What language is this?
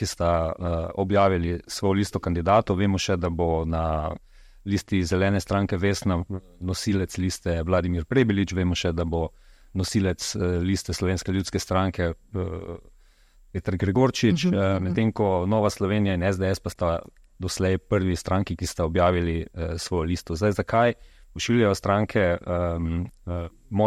Slovenian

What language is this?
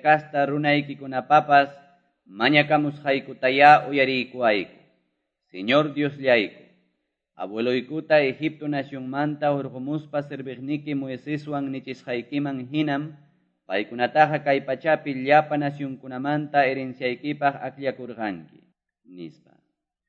Quechua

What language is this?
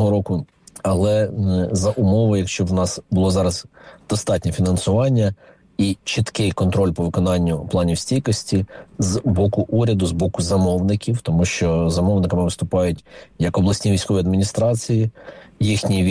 Ukrainian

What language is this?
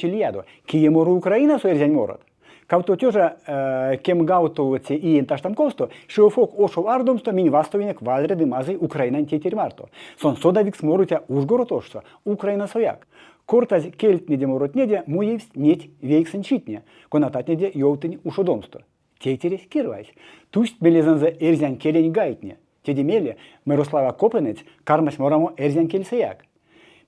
Erzya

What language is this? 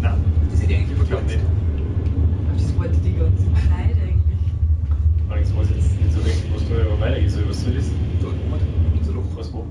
Bavarian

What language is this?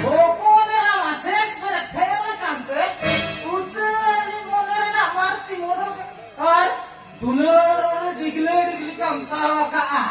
Santali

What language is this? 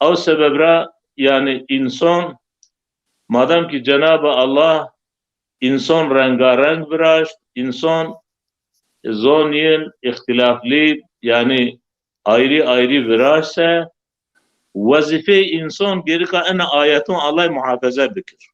Zaza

